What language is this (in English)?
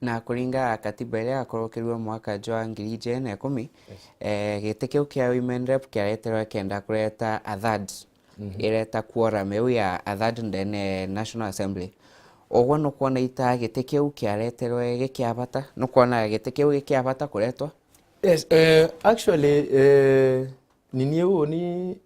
Meru